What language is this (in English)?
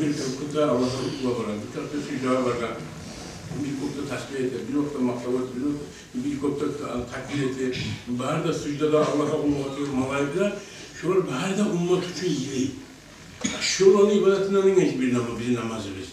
Kumyk